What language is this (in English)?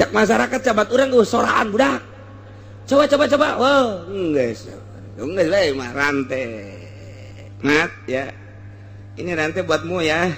Sundanese